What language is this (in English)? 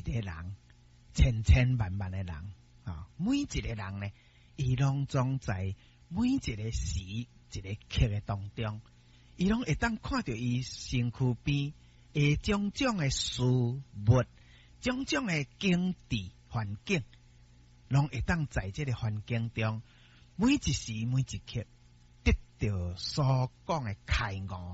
Min Nan Chinese